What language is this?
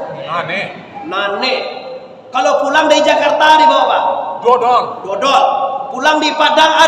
Minangkabau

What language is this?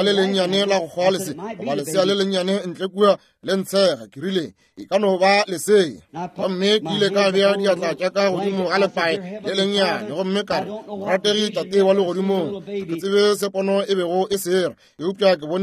Northern Sotho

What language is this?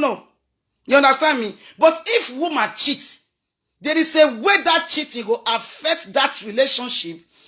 Nigerian Pidgin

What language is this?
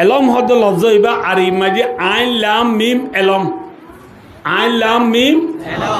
Rohingya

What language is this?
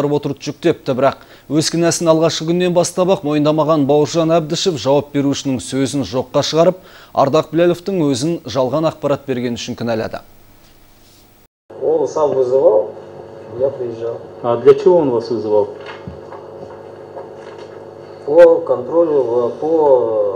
Kazakh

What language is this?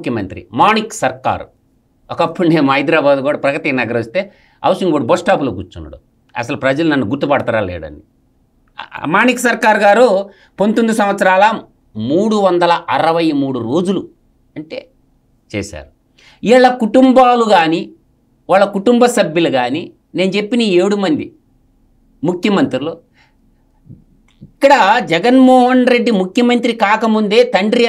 Telugu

